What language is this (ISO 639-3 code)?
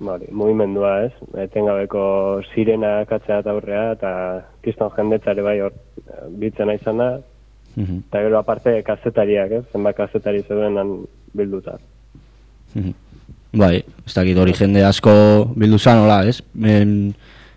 eus